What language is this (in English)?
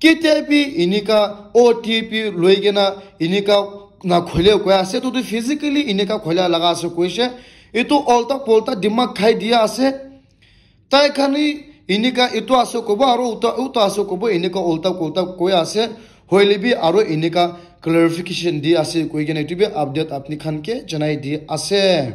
Naga Pidgin